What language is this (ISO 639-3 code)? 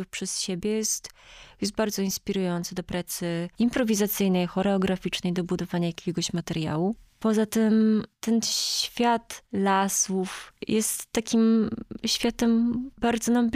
pol